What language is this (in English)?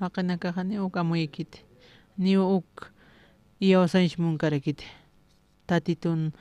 Aymara